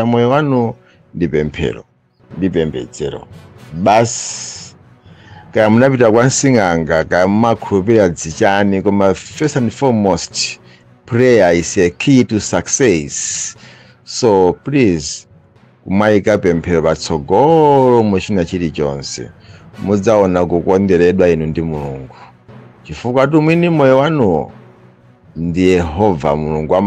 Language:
Nyanja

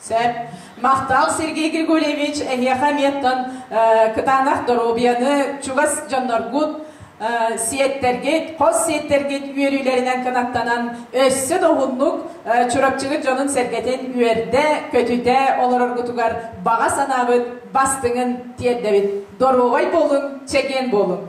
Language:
Yakut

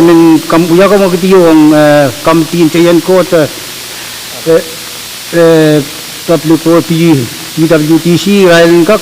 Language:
Pohnpeian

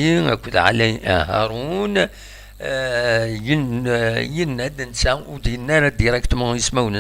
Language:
Kabyle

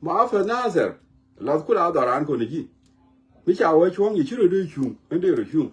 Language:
Nuer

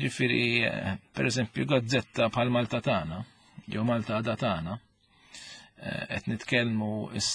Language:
Maltese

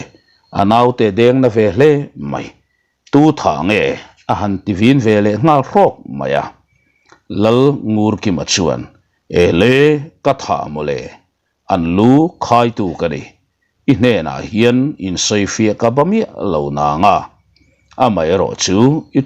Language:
Mizo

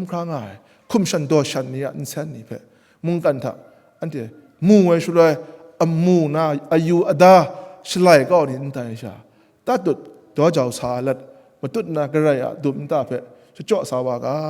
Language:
Kachin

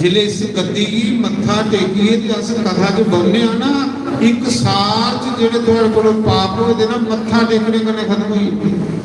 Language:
Dogri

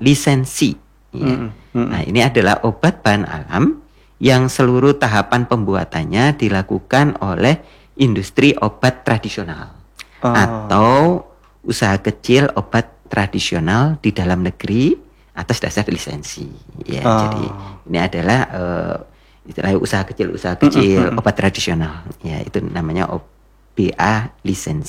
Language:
Indonesian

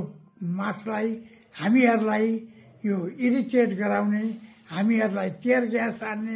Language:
Nepali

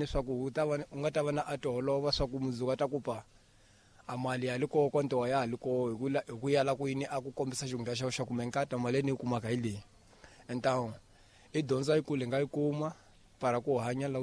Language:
Tsonga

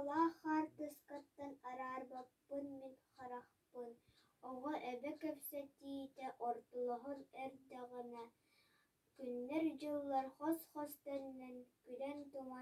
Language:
Yakut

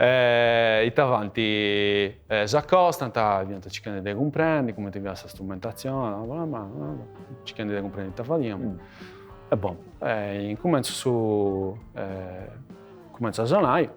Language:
Sardinian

